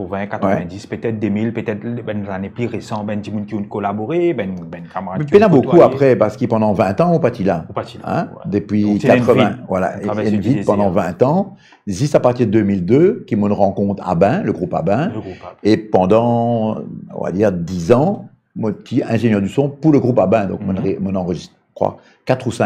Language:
Morisyen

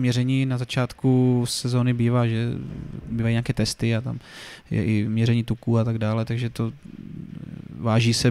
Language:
Czech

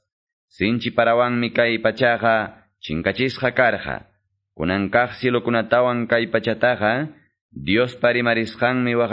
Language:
Quechua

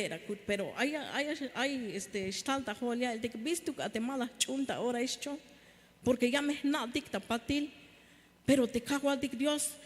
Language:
Tzeltal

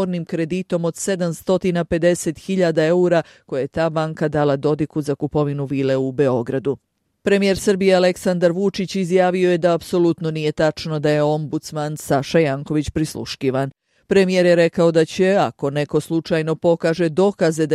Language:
Bosnian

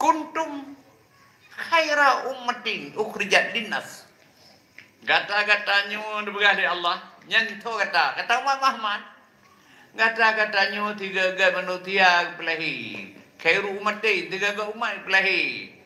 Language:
Achinese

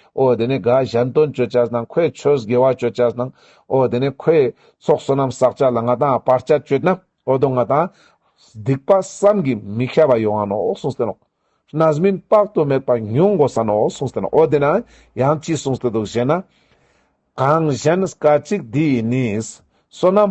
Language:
Ladakhi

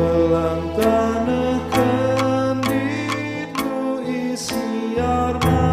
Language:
Batak Karo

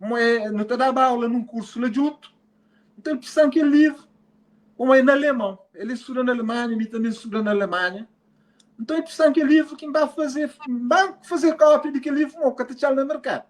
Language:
Kabuverdianu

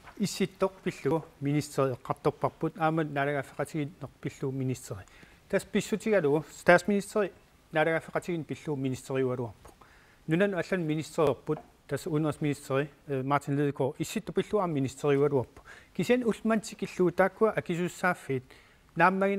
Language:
Kalaallisut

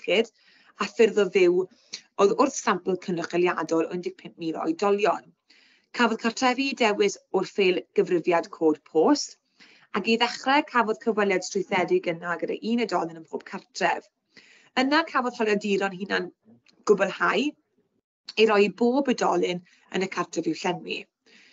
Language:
Welsh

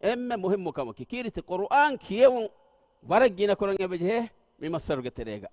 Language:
Divehi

